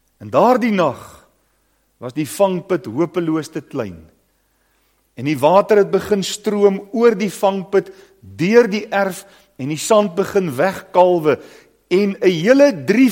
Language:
Afrikaans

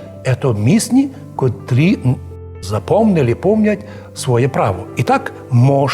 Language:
Rusyn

